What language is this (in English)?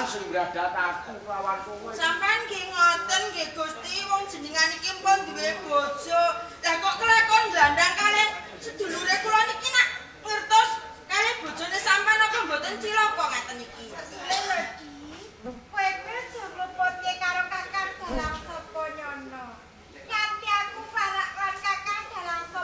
Javanese